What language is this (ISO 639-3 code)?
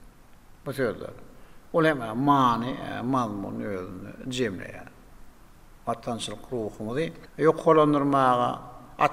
tuk